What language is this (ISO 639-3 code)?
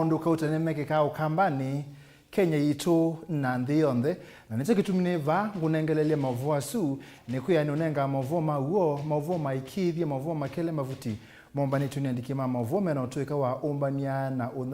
kam